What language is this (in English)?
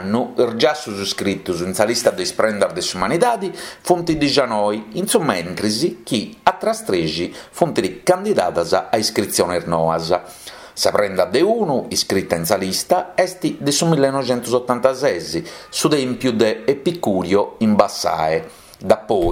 Sardinian